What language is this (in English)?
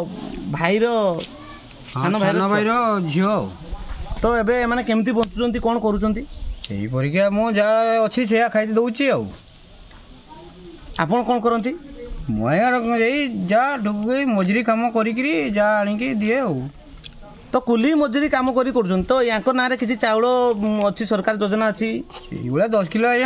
Odia